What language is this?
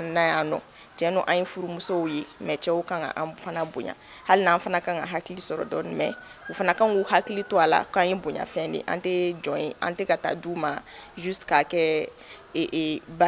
Bambara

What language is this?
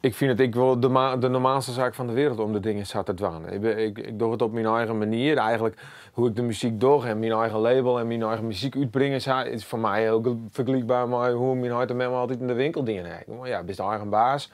Western Frisian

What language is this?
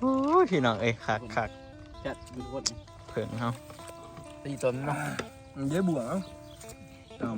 Northeastern Thai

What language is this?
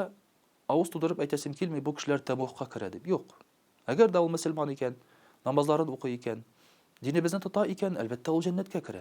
Tatar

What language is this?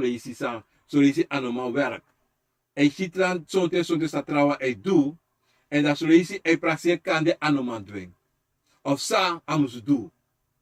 Sranan Tongo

